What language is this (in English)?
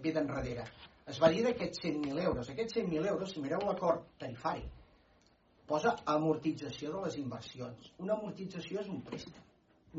Catalan